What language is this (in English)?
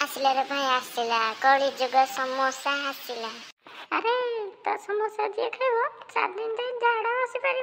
Odia